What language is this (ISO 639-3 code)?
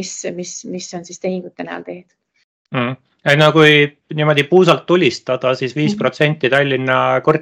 est